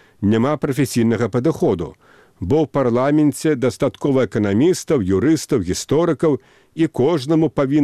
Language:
Belarusian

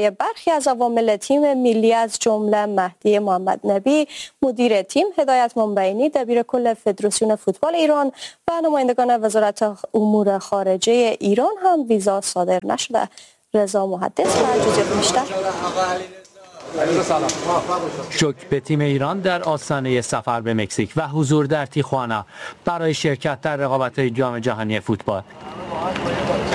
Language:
Persian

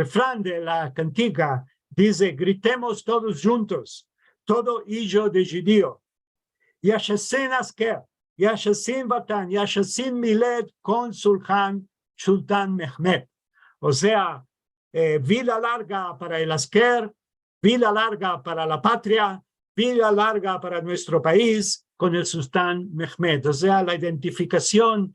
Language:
Ladino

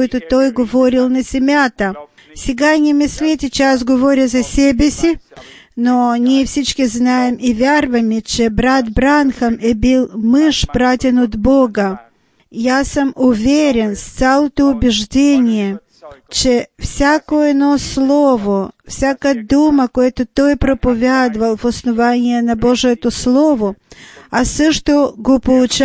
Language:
Bulgarian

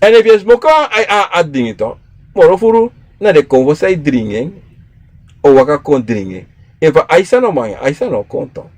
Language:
Sranan Tongo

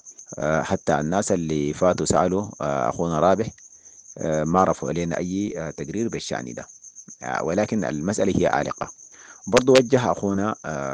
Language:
Sudanese Arabic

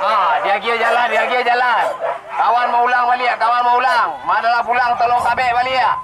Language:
Minangkabau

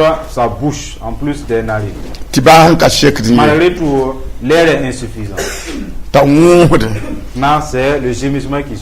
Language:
Mossi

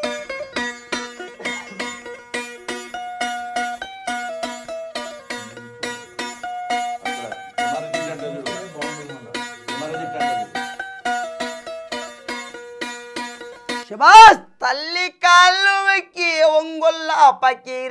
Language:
Telugu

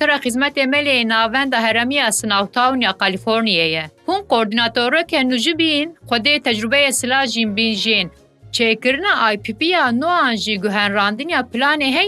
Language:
Kurdish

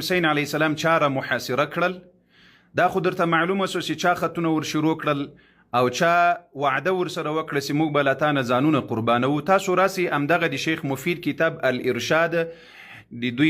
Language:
Pashto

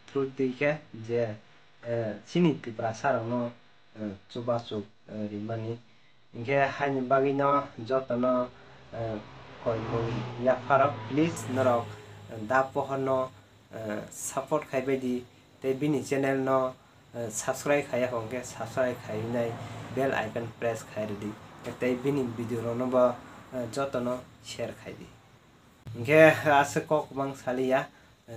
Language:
Kok Borok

